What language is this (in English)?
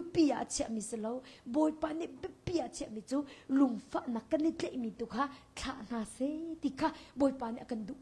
Hakha Chin